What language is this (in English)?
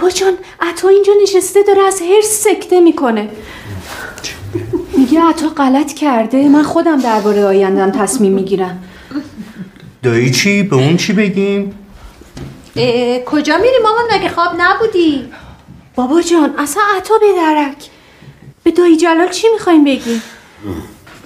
Persian